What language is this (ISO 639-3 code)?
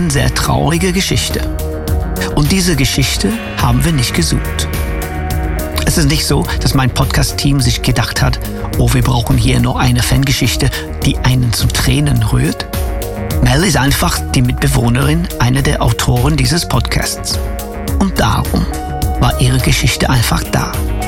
deu